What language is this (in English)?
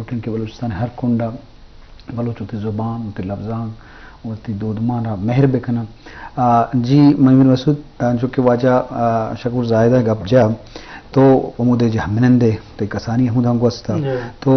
Eastern Balochi